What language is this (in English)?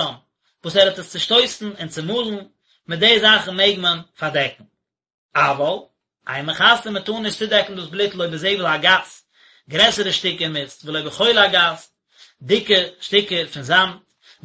Yiddish